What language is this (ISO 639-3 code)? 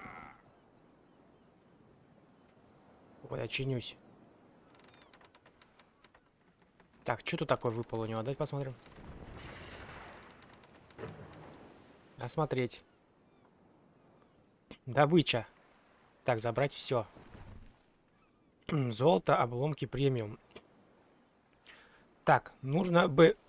rus